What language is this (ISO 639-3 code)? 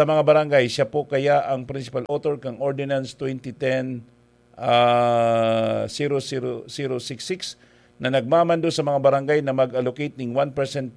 bik